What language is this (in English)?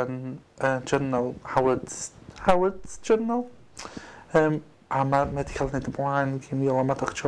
Welsh